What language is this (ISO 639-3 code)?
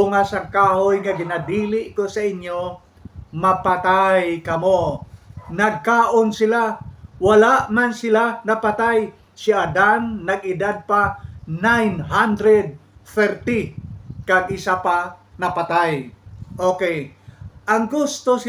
hil